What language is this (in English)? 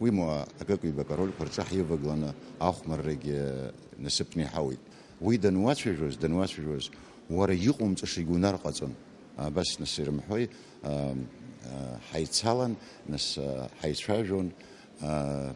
Abkhazian